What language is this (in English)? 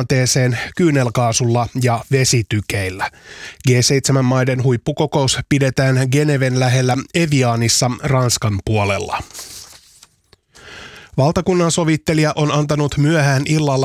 Finnish